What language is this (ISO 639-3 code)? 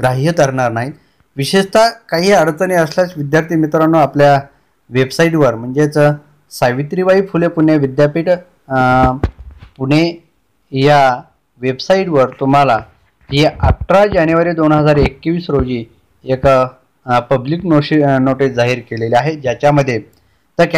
mar